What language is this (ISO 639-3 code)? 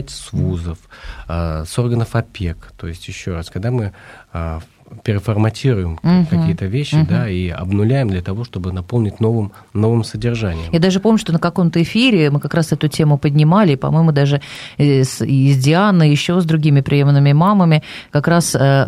rus